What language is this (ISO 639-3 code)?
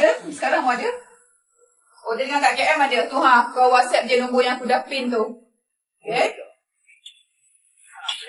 msa